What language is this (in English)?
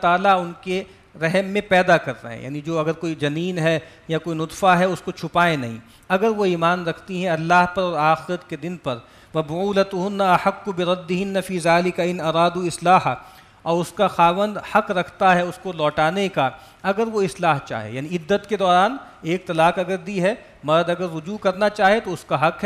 Urdu